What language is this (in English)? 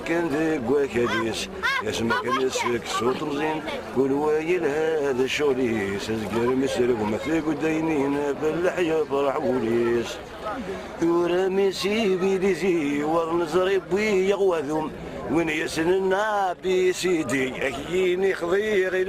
Kabyle